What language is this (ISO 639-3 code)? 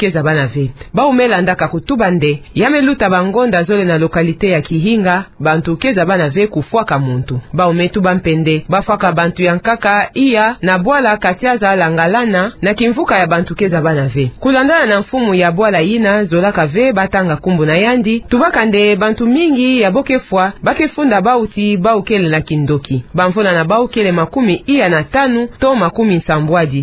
ktu